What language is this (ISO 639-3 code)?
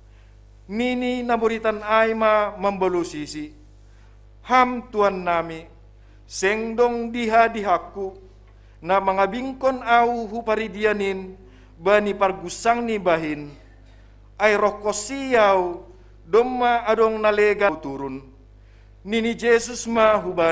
bts